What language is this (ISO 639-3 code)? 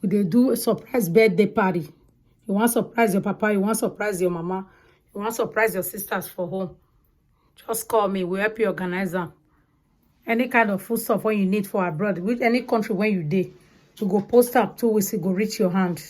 pcm